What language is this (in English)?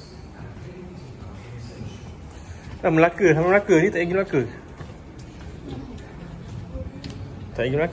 Malay